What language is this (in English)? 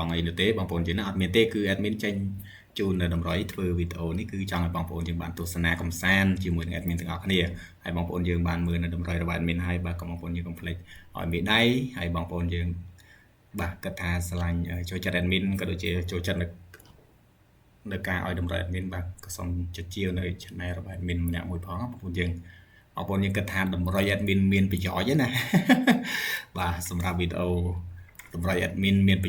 Khmer